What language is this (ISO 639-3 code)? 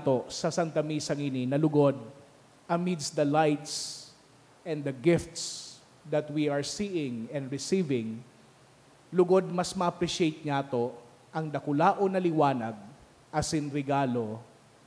bik